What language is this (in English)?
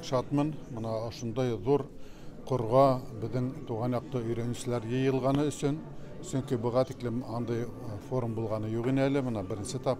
Bashkir